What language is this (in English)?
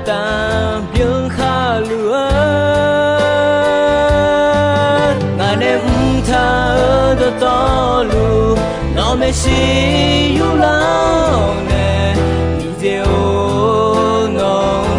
Akha